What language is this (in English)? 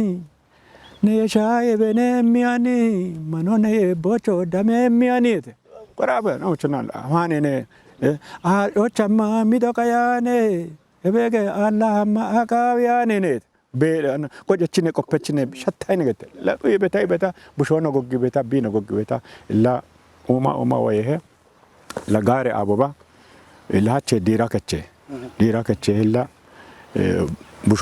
Kafa